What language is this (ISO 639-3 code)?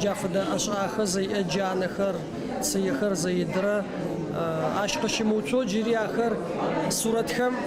ady